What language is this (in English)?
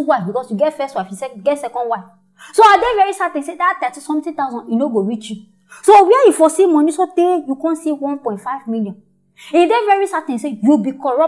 Nigerian Pidgin